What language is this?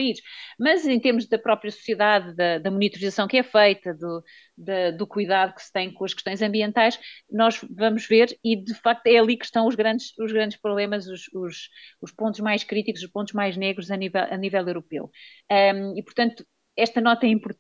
Portuguese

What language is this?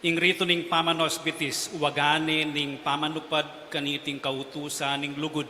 Pampanga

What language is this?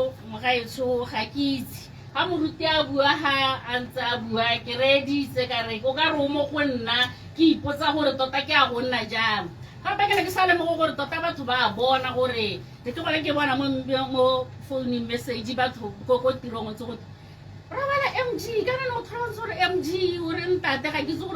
Tswana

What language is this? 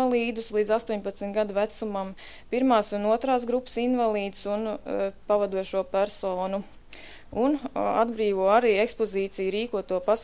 Latvian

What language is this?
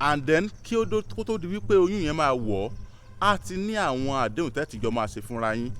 Yoruba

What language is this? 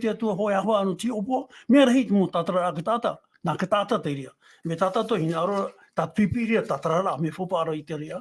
Tahitian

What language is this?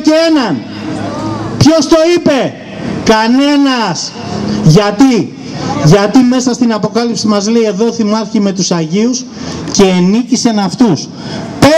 Greek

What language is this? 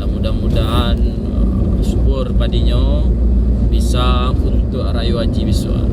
Minangkabau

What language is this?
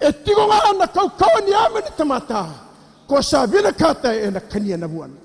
Fijian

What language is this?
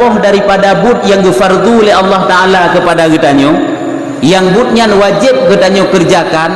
Achinese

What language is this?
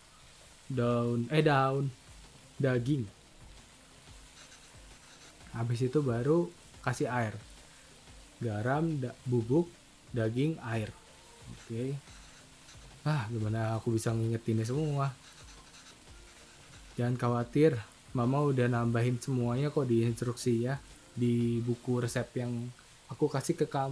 Indonesian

